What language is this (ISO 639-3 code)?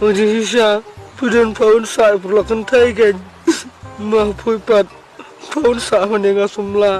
kha